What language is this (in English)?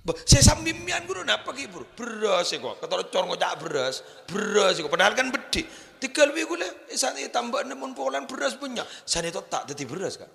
Madurese